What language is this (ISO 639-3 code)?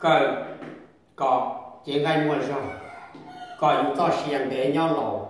hmn